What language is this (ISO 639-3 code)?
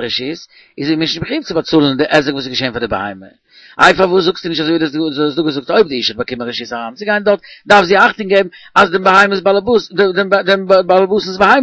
yid